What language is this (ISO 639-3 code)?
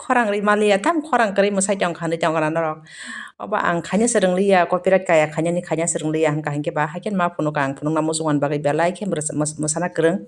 trp